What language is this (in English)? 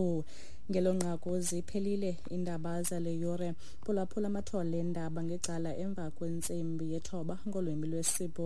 Xhosa